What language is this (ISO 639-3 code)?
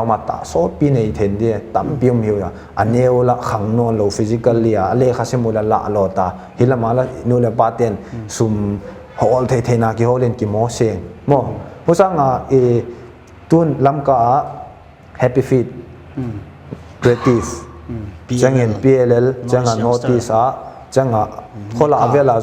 pck